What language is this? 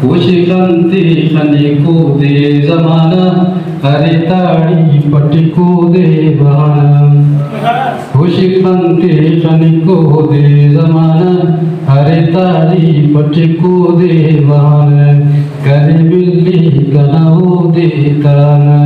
Brahui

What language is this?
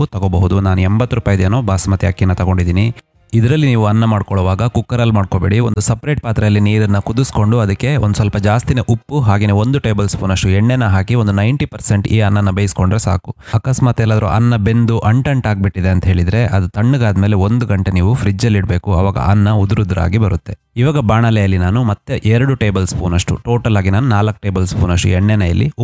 Kannada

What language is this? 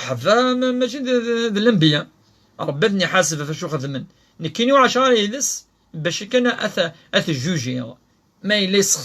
Kabyle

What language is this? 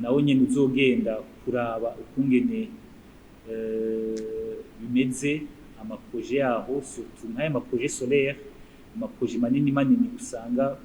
Rundi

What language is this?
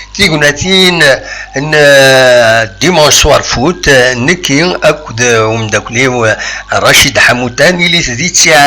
Kabyle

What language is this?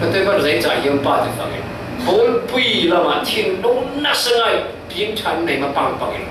Falam Chin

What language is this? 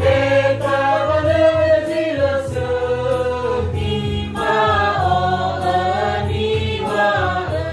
Nias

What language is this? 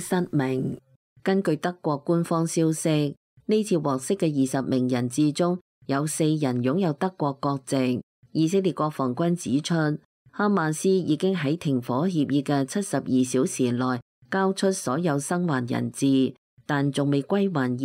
Cantonese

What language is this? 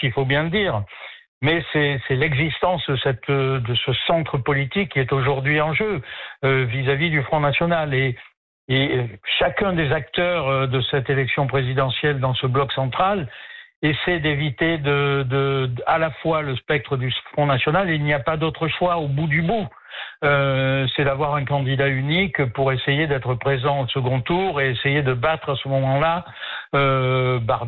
French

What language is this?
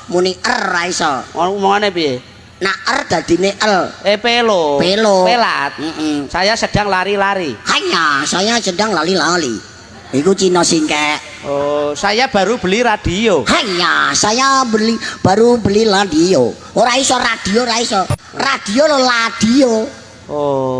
Javanese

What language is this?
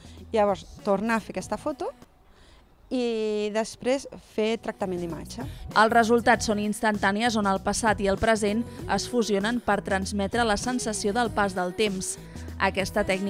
Catalan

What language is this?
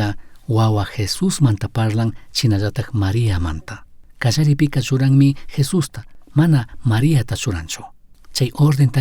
Chimborazo Highland Quichua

